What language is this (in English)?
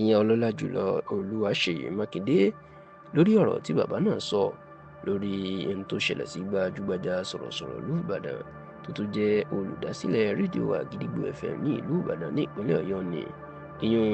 Yoruba